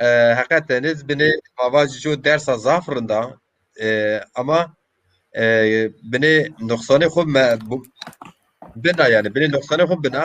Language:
Zaza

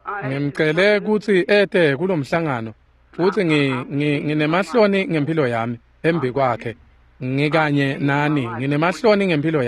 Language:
Swati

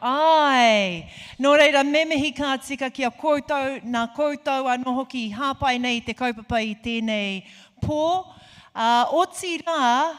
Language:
Māori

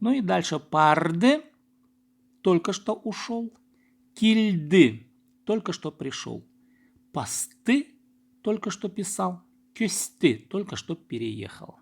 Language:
Khakas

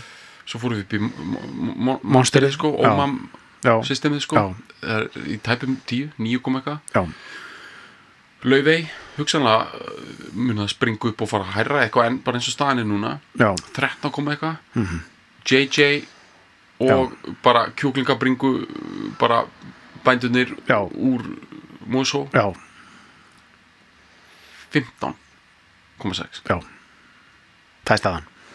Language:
Icelandic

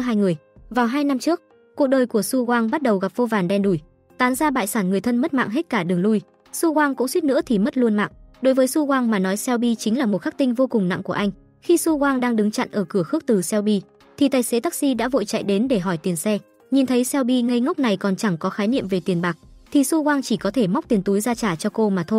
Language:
Vietnamese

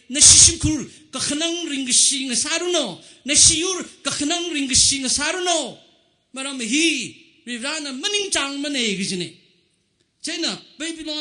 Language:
Tangkhul Naga (India)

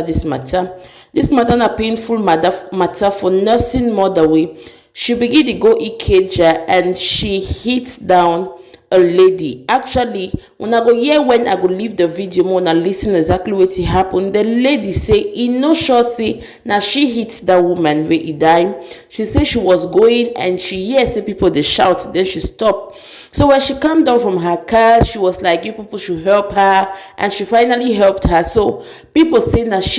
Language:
Nigerian Pidgin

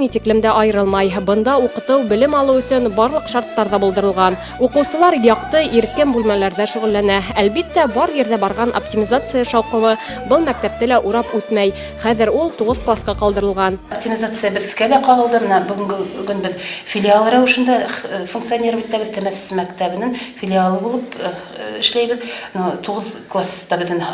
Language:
Bashkir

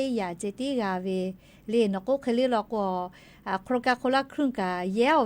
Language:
Lahu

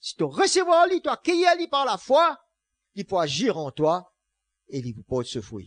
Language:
Morisyen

